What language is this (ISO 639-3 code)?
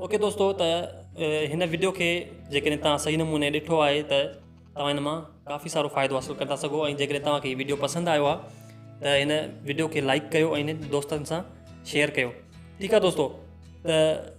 snd